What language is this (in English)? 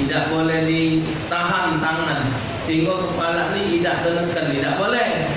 Musi